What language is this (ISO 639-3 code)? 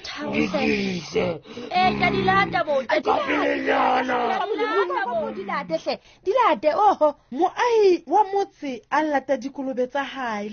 sot